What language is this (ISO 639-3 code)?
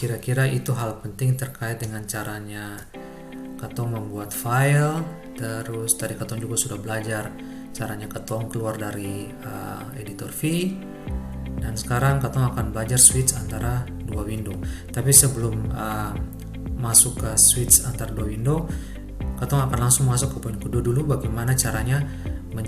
abs